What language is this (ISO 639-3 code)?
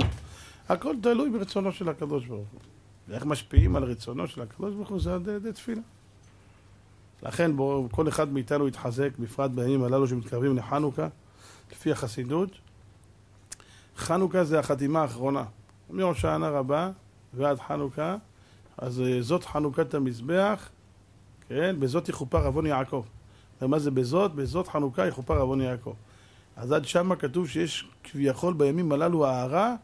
heb